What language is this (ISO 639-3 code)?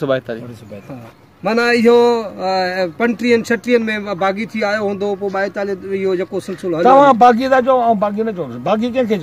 snd